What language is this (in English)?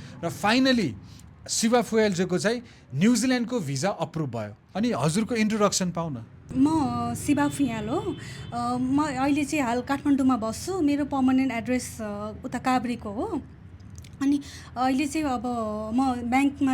Nepali